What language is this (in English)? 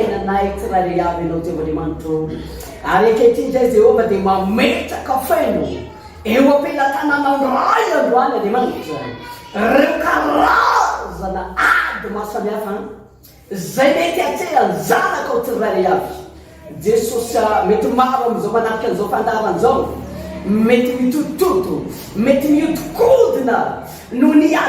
Malagasy